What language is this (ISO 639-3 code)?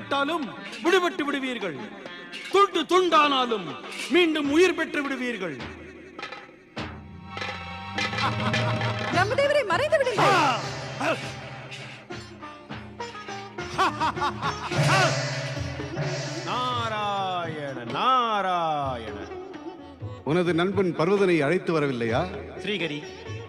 tam